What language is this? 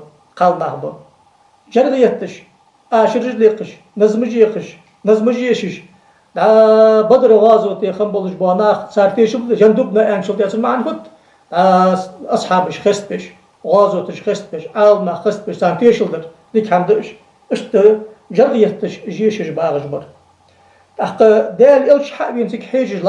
Ingush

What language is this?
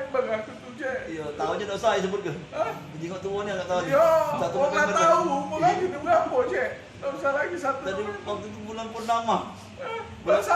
Musi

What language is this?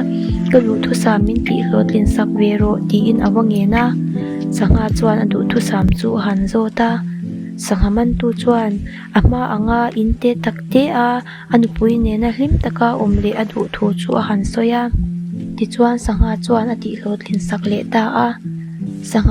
Mizo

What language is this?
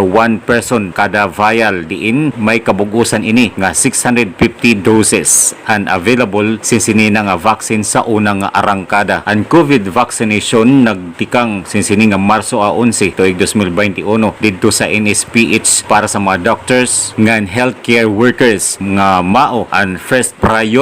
Waray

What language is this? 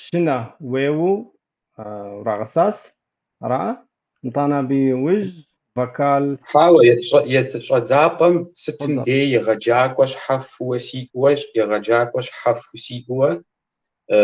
Kabardian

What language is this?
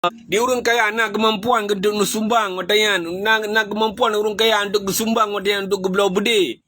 Achinese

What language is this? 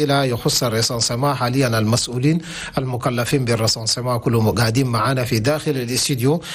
Chadian Arabic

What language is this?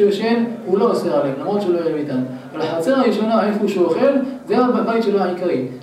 Hebrew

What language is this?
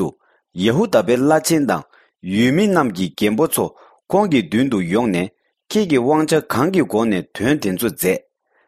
Tibetan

